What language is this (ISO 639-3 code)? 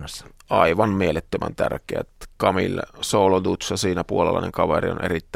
fin